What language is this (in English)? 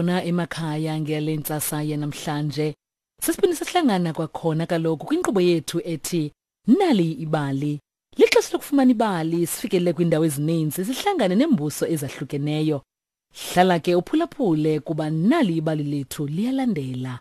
Xhosa